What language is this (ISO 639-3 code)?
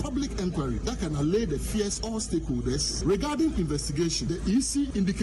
aka